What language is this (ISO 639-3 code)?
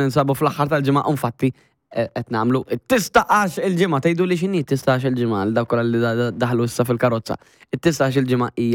mlt